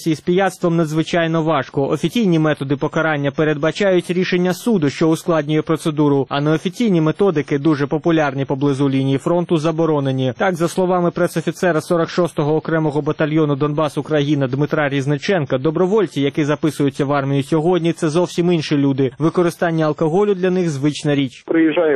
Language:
Ukrainian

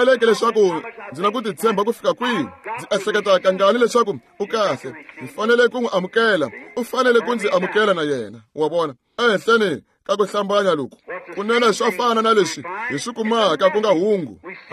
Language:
Tsonga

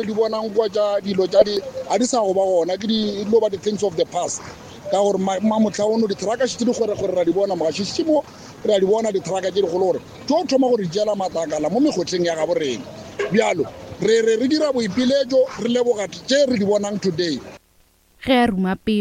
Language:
Northern Sotho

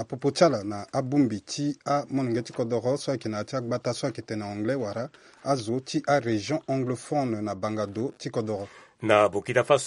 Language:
Sango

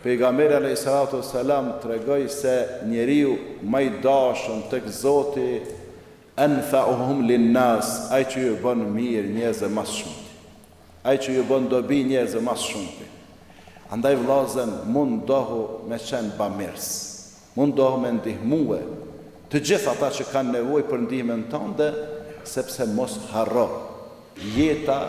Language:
Albanian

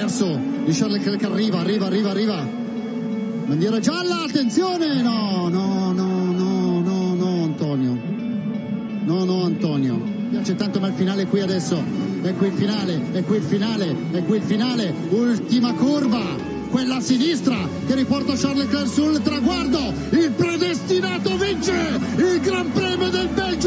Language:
Italian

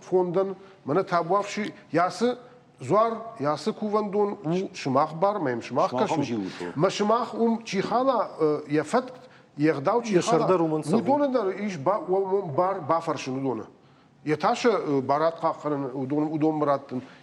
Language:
Ossetic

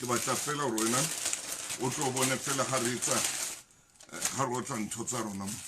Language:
Southern Sotho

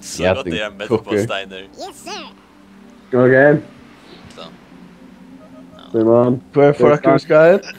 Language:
Faroese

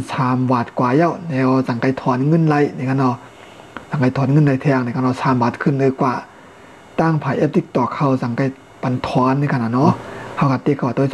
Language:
Shan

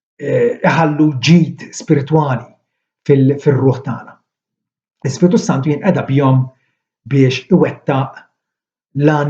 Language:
Maltese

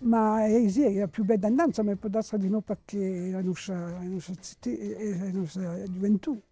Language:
Corsican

